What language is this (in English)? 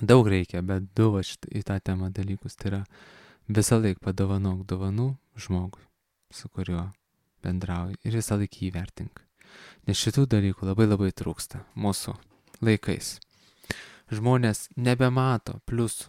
Lithuanian